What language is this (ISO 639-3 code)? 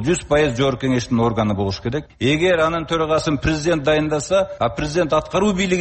kir